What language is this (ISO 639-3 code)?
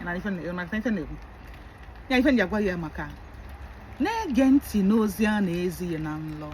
ibo